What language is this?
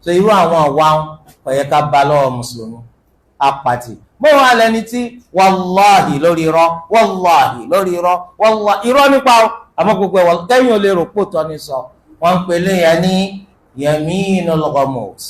Yoruba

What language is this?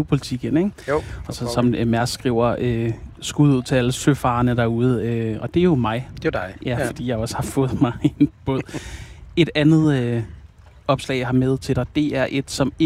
Danish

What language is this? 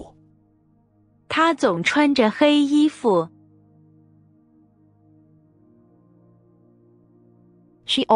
Chinese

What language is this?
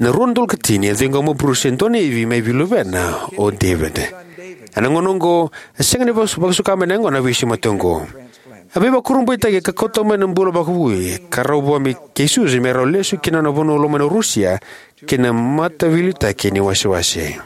Fijian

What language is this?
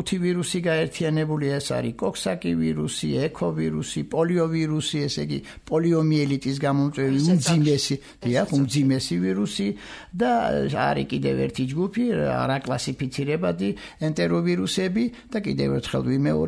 Georgian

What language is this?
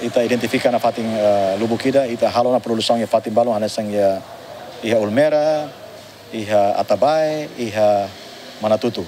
Tetum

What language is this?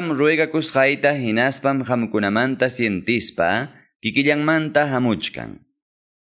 Quechua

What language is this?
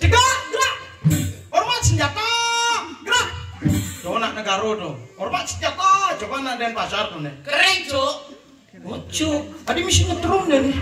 Balinese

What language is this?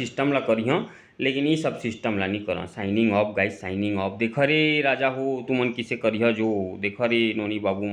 Chhattisgarhi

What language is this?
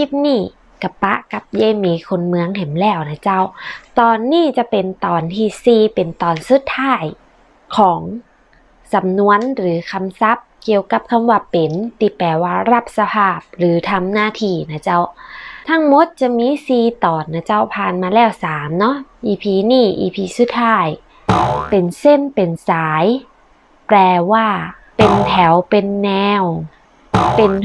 Northern Thai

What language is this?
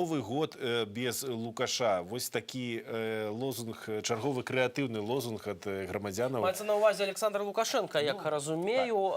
Belarusian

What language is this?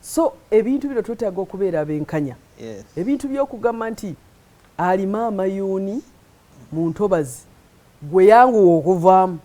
Ganda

